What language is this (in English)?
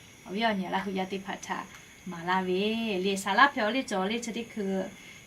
Lahu